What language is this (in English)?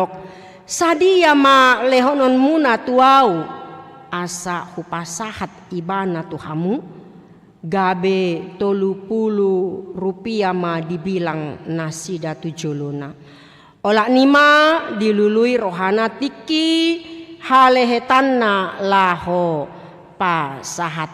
Batak Toba